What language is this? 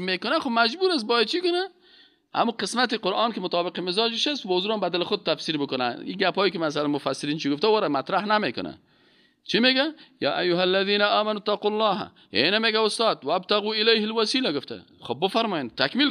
Persian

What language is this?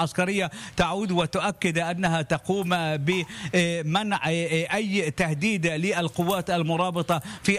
Arabic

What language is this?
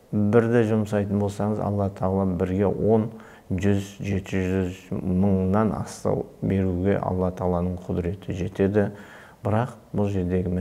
Kazakh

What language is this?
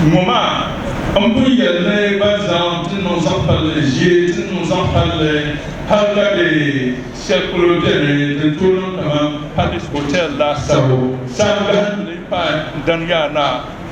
Dagbani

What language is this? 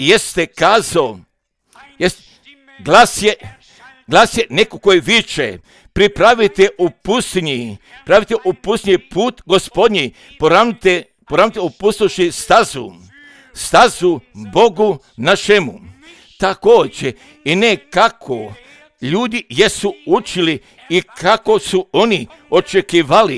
Croatian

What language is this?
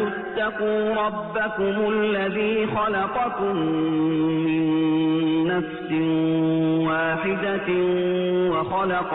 Arabic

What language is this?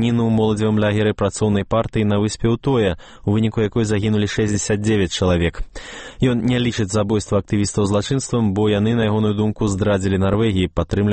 Belarusian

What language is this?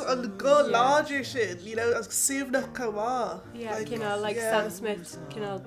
Irish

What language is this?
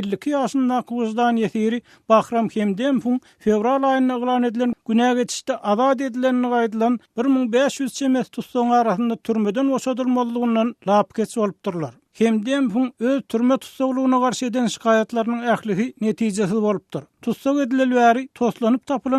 Turkmen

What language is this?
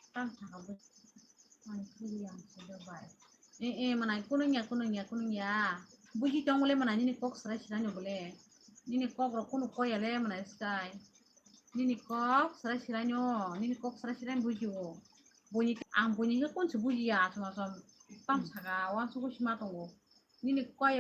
Kok Borok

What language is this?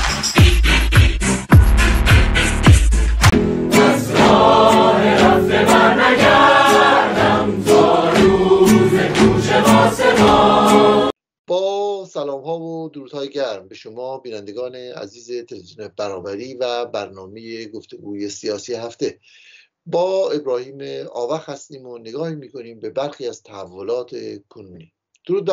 Persian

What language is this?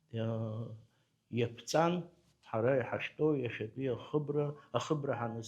Abkhazian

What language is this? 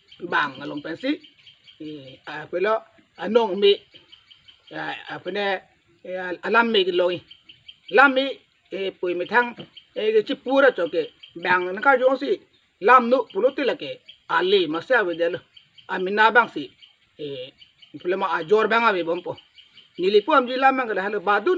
Karbi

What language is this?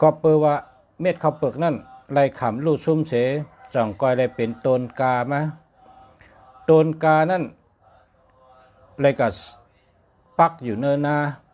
Shan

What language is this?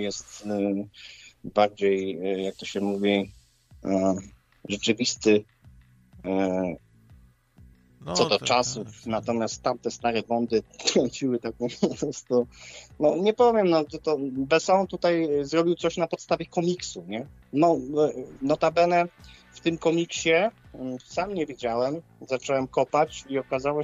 Polish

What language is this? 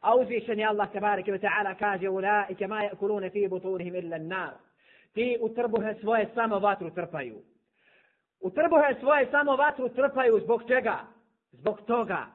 Bosnian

